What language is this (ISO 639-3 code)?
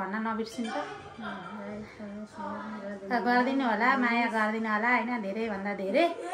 nep